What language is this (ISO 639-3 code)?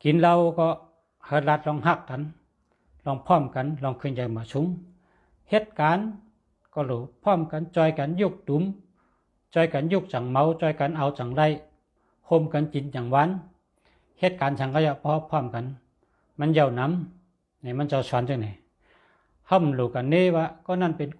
shn